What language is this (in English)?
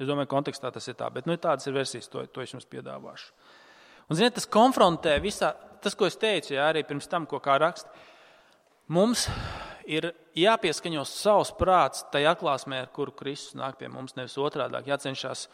Latvian